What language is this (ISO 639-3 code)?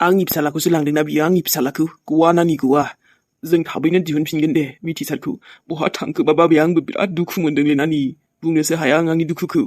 brx